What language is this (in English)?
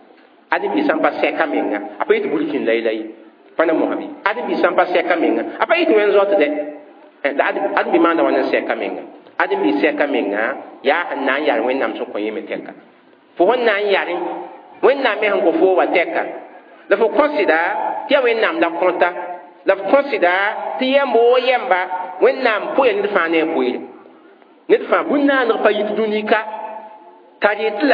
Mossi